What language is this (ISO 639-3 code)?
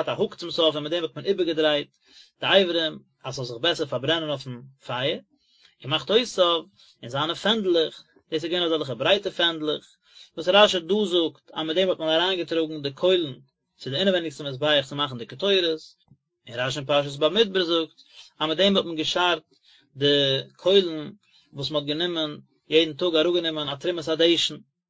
yid